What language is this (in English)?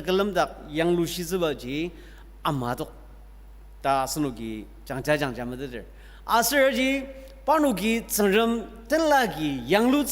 Ao Naga